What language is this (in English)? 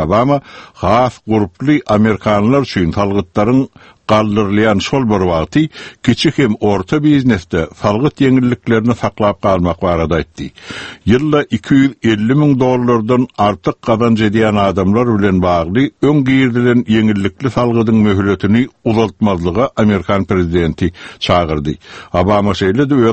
Turkmen